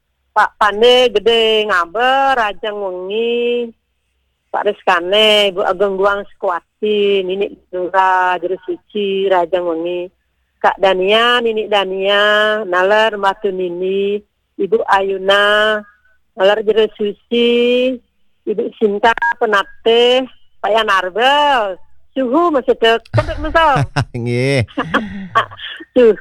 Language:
Balinese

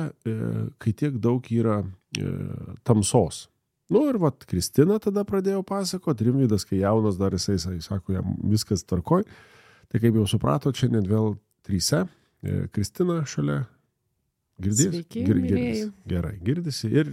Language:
Lithuanian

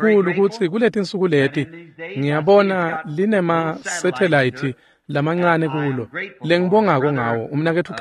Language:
Swati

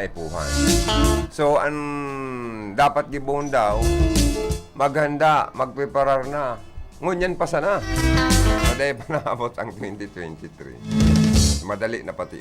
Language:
Bikol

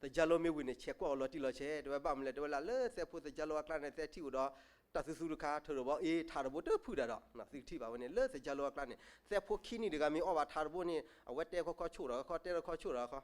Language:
S'gaw Karen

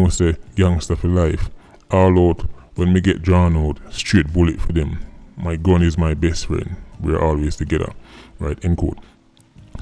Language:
Jamaican Creole English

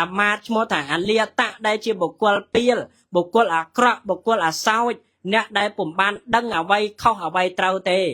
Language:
Khmer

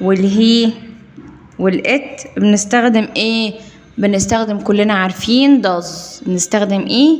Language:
Egyptian Arabic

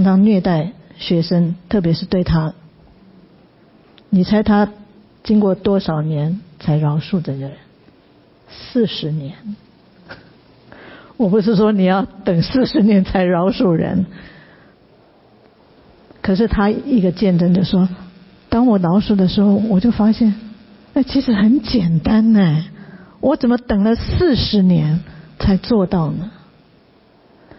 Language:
Chinese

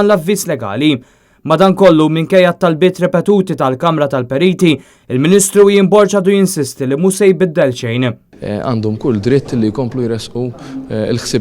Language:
Maltese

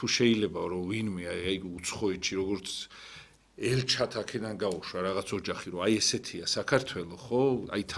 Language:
Georgian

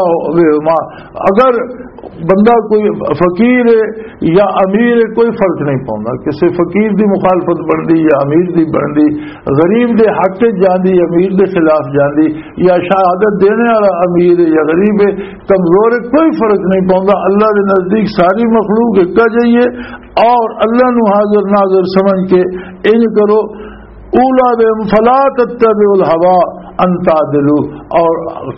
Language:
Western Panjabi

